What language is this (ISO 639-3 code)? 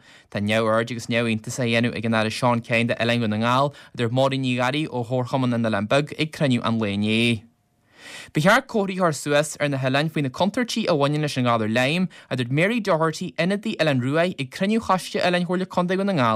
gle